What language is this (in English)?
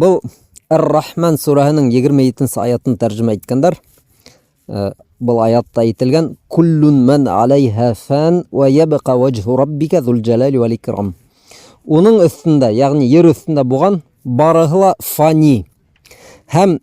Bashkir